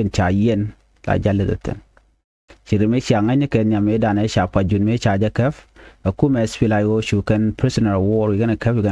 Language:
Nuer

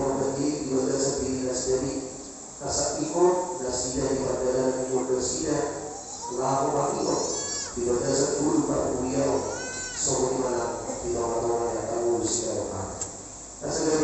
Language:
Batak Toba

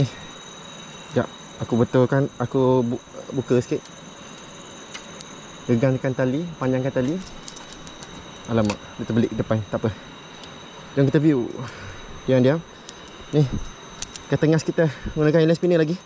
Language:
Malay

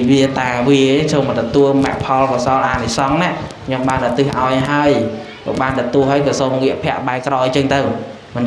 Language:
Khmer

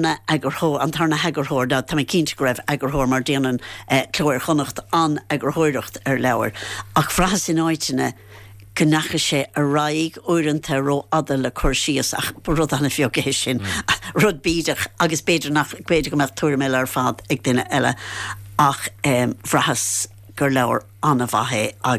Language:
Irish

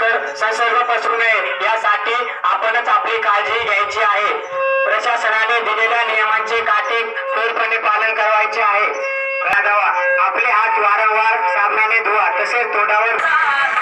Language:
Marathi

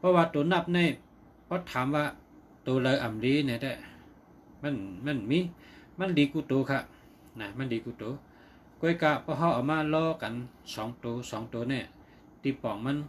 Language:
Shan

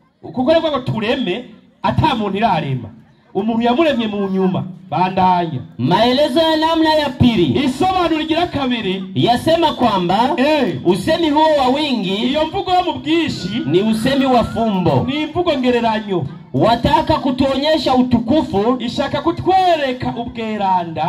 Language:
Rundi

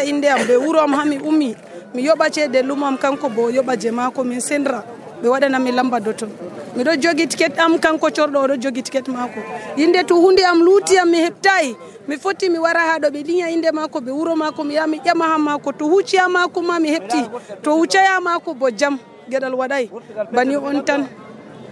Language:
Nigerian Fulfulde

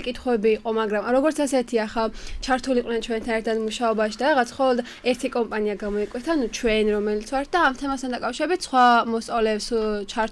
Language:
Georgian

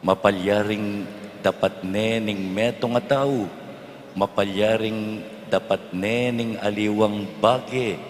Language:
Pampanga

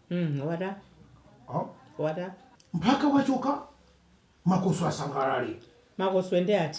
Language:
Nyanja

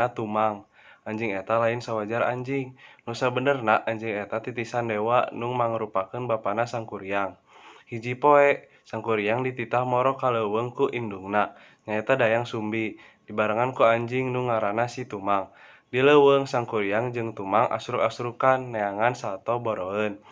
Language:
Sundanese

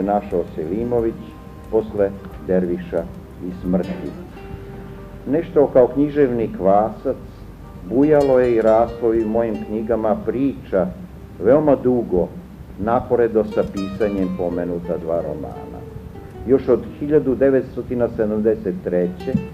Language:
Serbian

